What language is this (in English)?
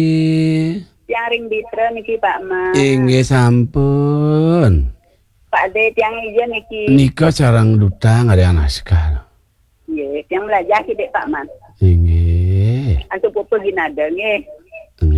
Balinese